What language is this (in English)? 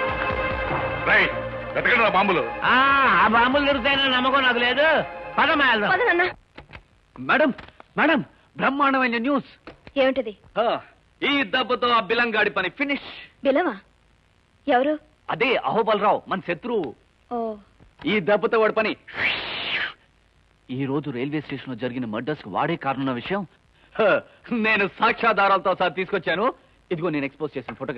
Telugu